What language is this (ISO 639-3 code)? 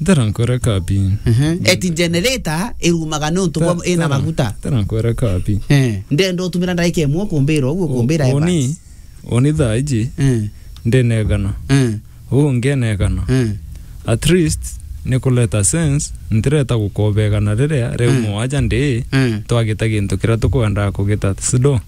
mer